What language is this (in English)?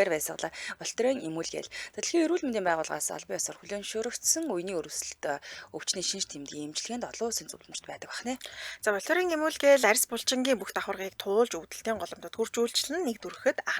Mongolian